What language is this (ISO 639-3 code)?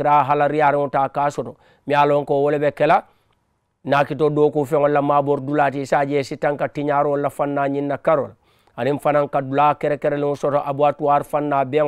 man